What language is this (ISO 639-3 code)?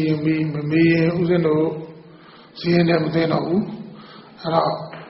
mya